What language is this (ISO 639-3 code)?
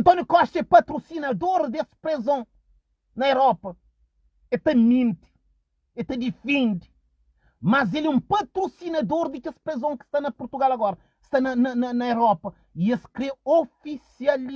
kea